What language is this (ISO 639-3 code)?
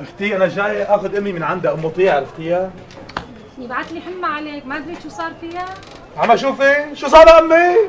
apc